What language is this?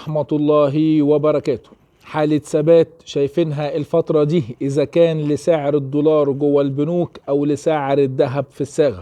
Egyptian Arabic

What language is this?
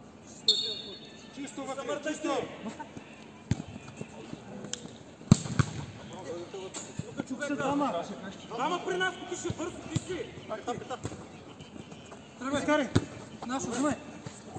Bulgarian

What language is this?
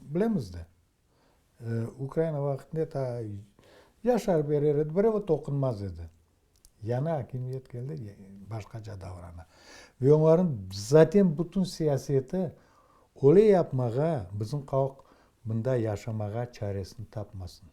Crimean Tatar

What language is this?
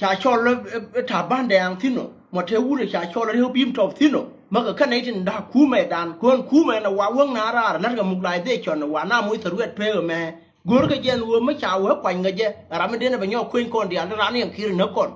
Nuer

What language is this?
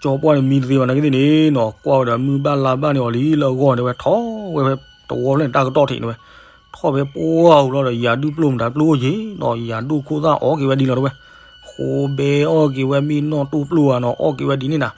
S'gaw Karen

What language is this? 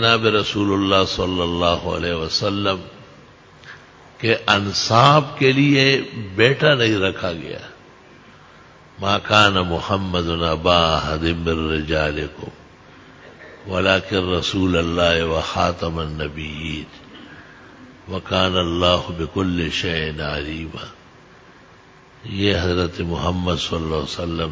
Urdu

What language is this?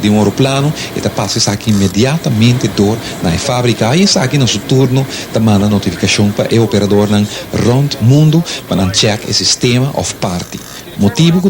Papiamento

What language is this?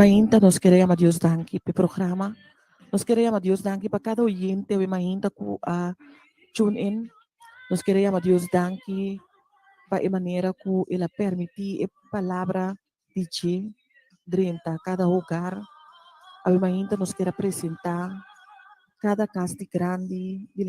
Papiamento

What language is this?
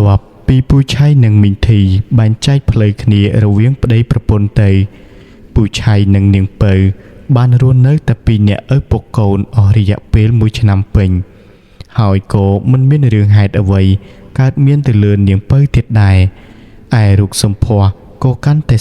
Khmer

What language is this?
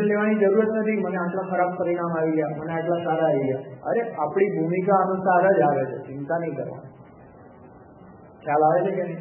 Gujarati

